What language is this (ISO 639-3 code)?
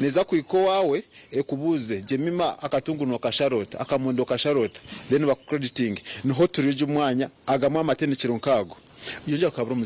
nyn